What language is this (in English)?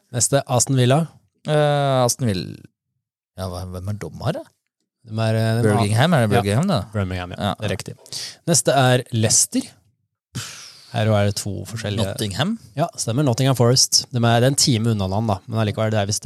Norwegian